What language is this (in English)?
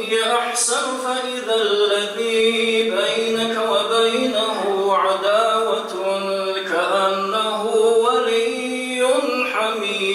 Kabardian